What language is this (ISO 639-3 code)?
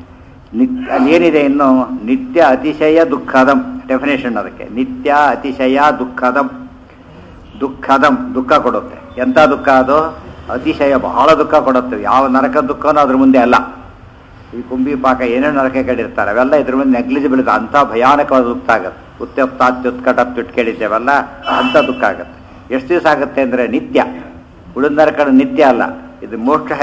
kan